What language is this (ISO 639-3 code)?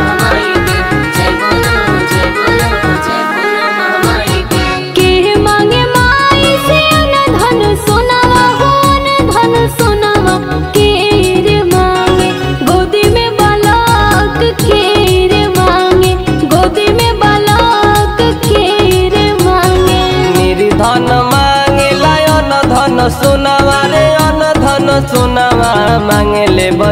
bho